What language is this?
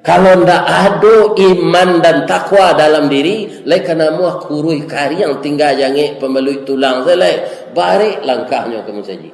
Minangkabau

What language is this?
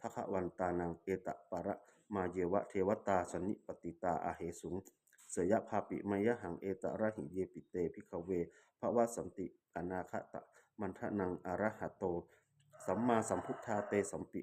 Pali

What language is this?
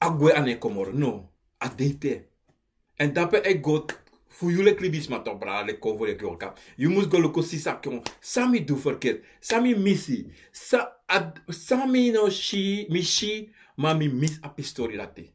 Sranan Tongo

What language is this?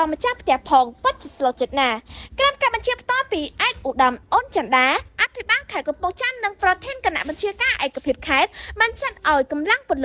Khmer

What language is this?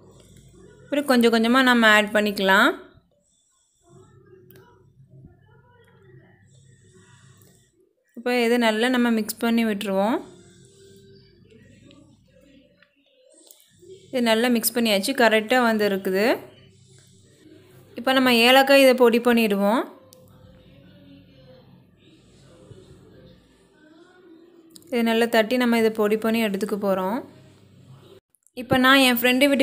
Tamil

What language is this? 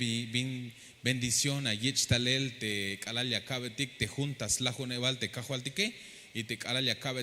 Tzeltal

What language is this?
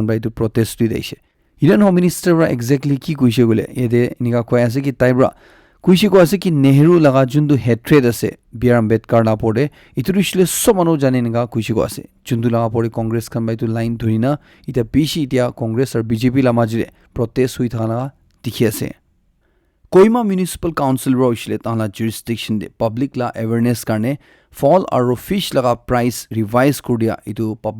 Naga Pidgin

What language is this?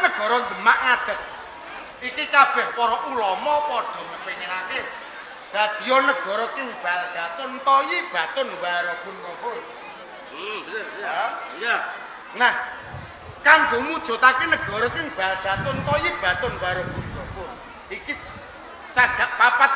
Javanese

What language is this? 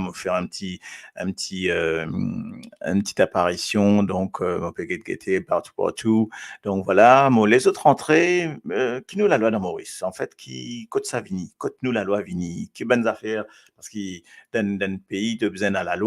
Morisyen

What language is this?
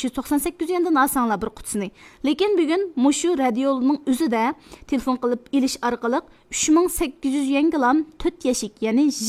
Uyghur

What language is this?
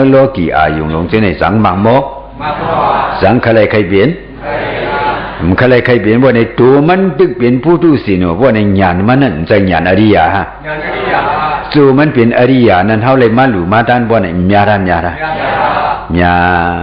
Shan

